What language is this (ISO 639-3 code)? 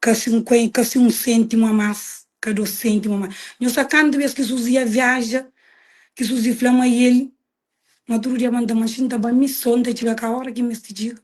kea